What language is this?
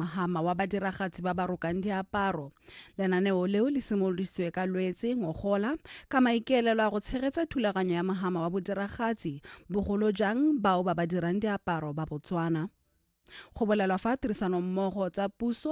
Tswana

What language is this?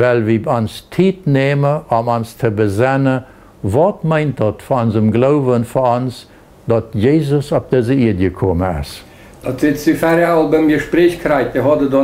Plautdietsch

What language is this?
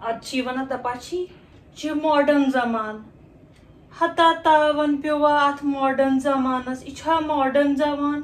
Kashmiri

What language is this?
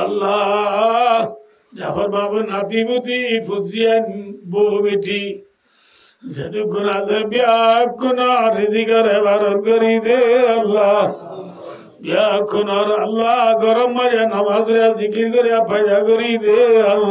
Rohingya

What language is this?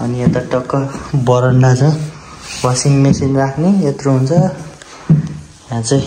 Nepali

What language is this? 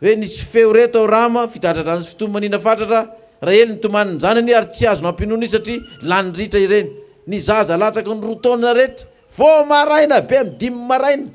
Malagasy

